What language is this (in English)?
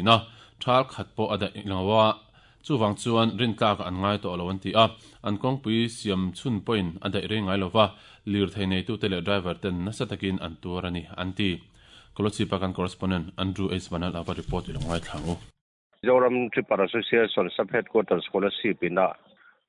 Mizo